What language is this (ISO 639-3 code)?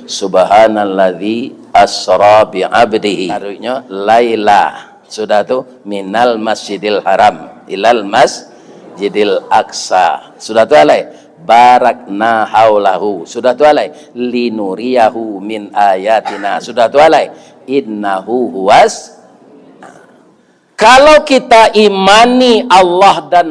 min